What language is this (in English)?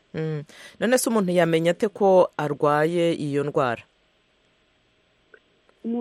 Kinyarwanda